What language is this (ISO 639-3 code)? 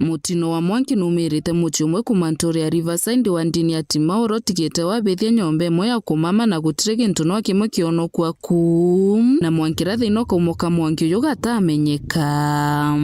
mer